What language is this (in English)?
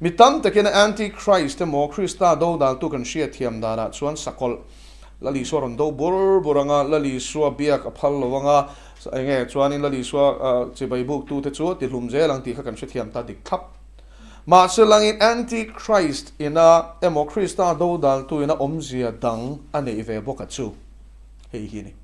Mizo